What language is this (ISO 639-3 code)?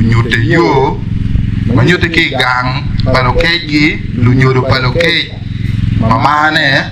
ach